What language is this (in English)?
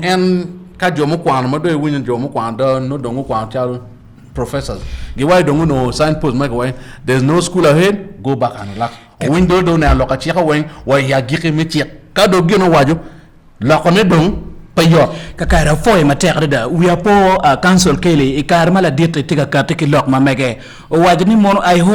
Acoli